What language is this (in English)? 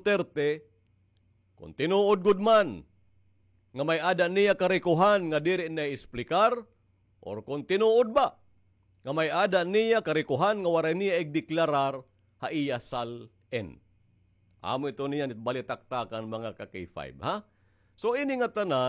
Waray